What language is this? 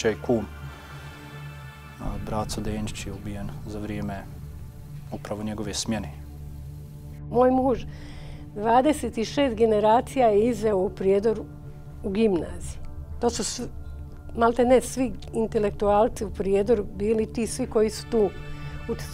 Bosnian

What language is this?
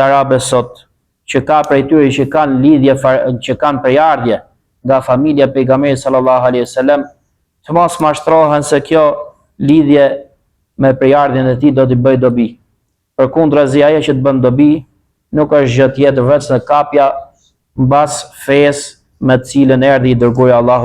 Albanian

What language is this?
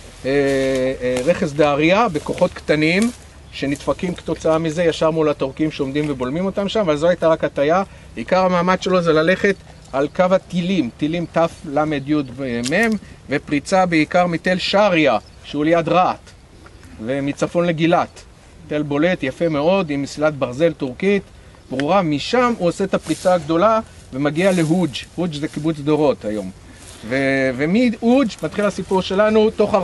Hebrew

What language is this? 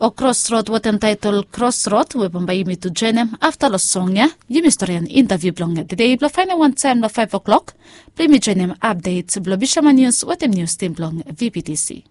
Bislama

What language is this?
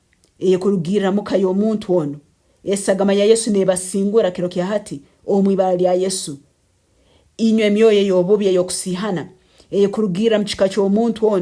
Nyankole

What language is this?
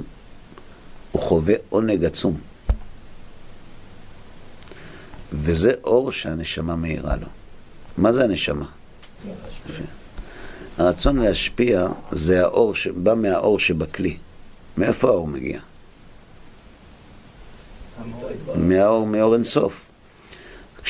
Hebrew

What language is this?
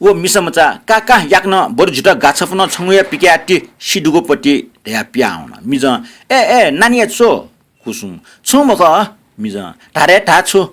Newari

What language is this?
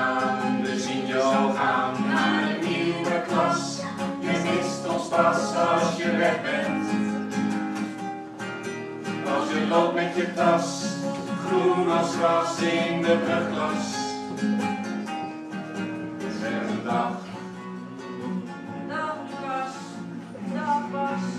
Dutch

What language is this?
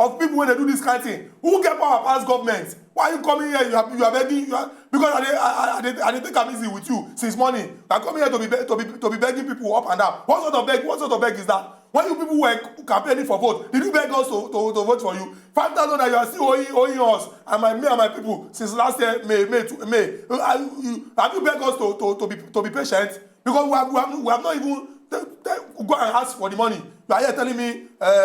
Nigerian Pidgin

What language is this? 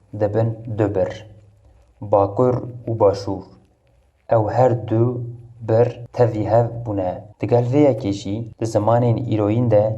Kurdish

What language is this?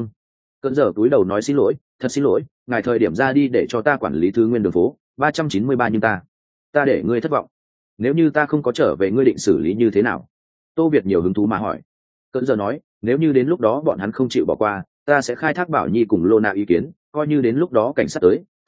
Vietnamese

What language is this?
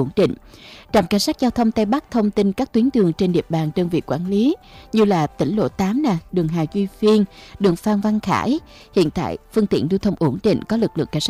Vietnamese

